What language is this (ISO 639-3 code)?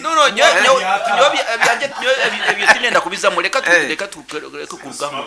nyn